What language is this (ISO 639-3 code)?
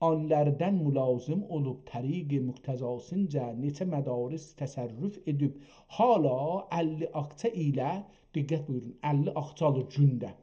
azb